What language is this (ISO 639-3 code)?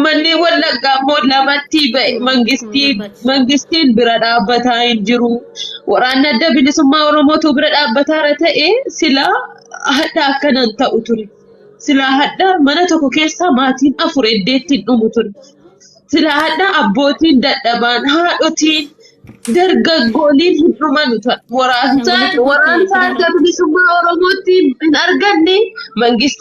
orm